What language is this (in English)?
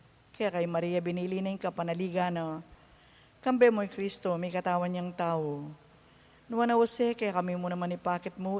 Pampanga